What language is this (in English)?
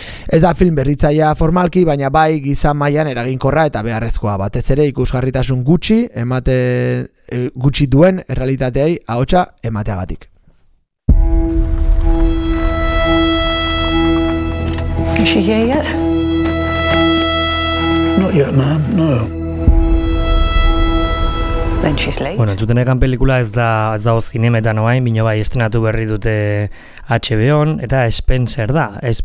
Basque